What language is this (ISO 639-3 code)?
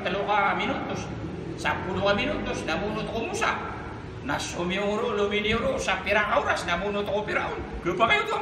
mrw